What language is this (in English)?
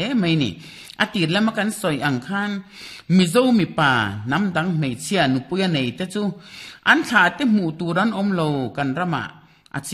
Mizo